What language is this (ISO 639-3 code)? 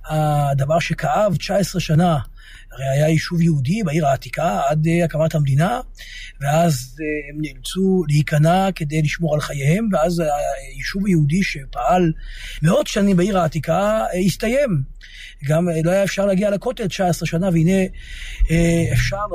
heb